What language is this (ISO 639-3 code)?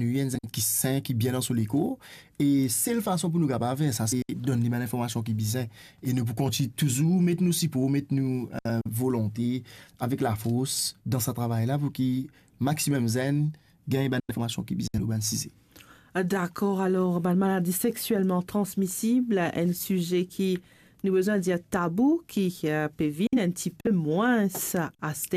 mfe